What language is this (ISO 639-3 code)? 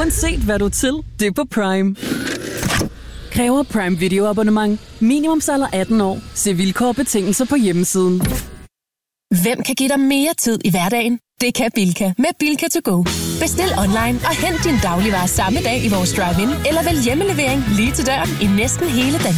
dan